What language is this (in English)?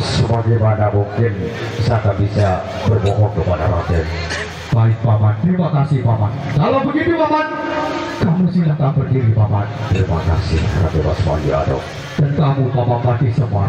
Sasak